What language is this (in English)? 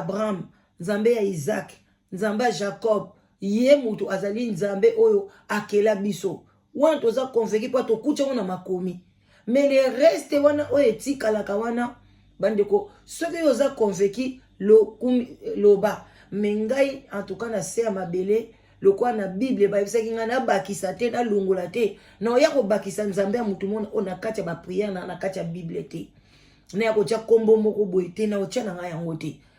Lingala